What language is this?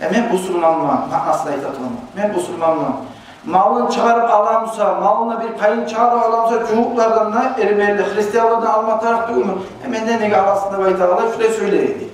Kumyk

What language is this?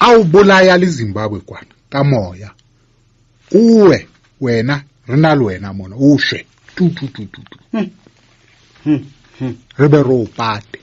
Southern Sotho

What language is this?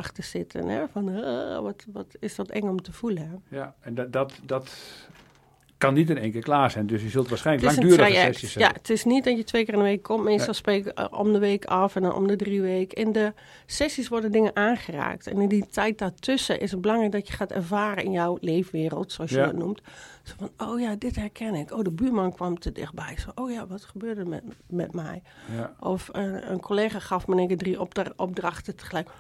Dutch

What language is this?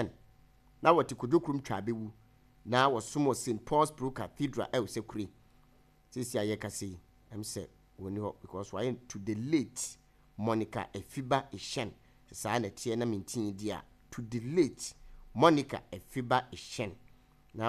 Akan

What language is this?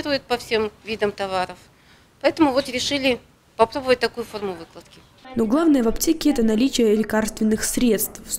Russian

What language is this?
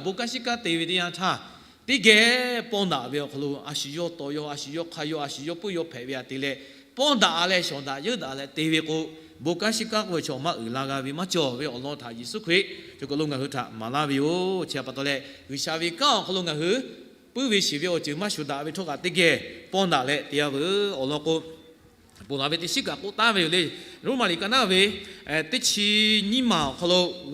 Lahu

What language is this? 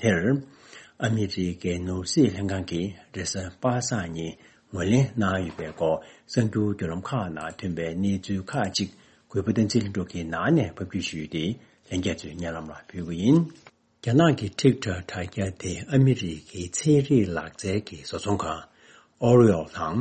Tibetan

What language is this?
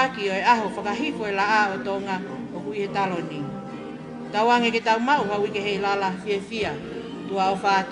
Tongan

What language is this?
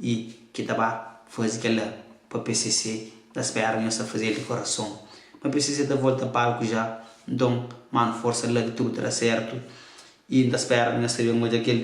Kabuverdianu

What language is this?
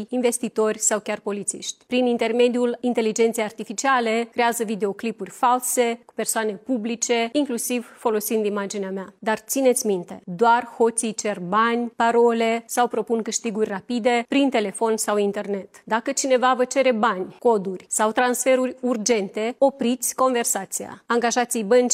Romanian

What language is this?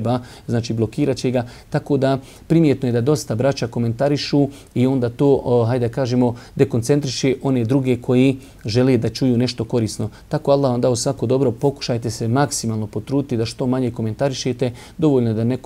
Bosnian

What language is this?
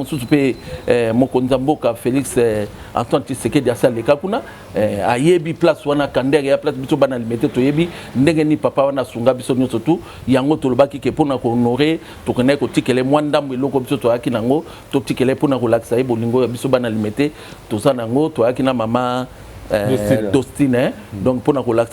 Lingala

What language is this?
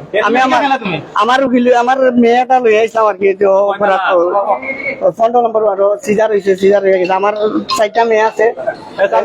Sylheti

